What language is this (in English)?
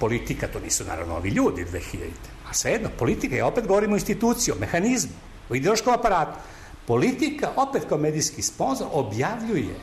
Serbian